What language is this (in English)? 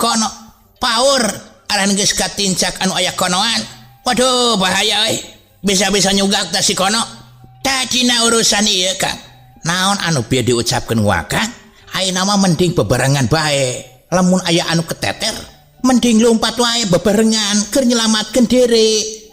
Sundanese